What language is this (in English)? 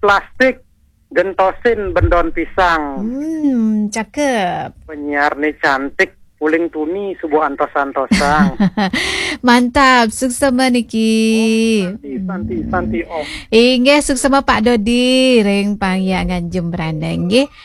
Balinese